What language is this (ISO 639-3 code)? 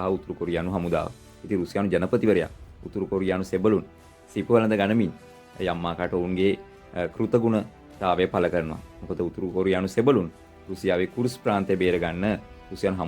sin